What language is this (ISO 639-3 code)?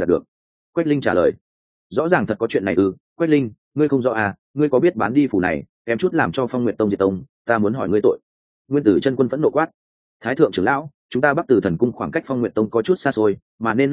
vie